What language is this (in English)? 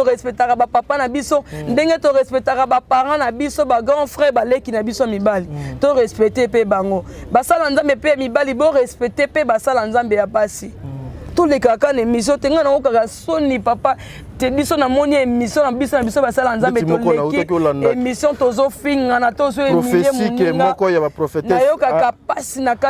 Lingala